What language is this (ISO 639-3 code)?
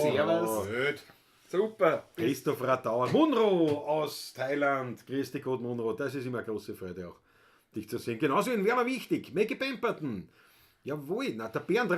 bar